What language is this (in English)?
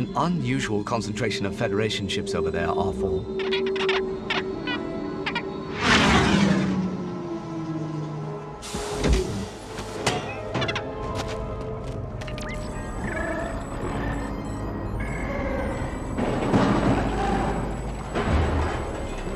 English